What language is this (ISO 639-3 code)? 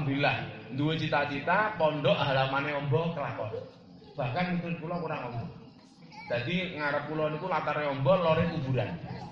jav